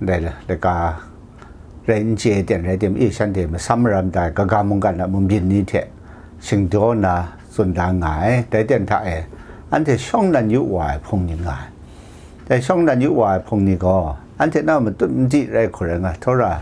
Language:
Kachin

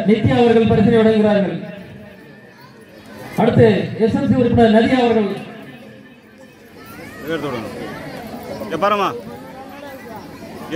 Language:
Tamil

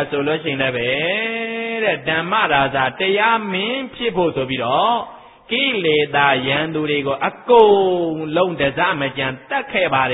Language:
Burmese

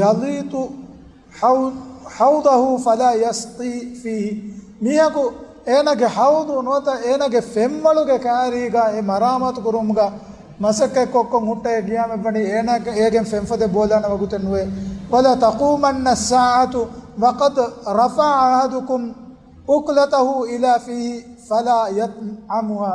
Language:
Divehi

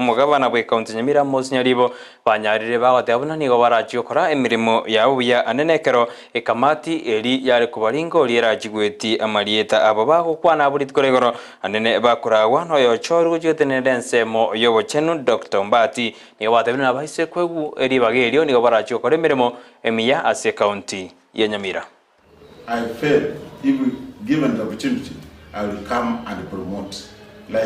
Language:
Gusii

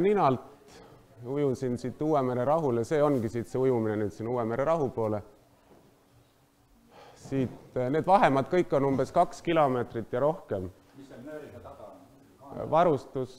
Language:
Estonian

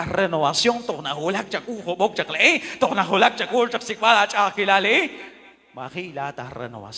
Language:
Kekchí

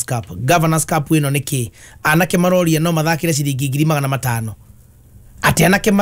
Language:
Kikuyu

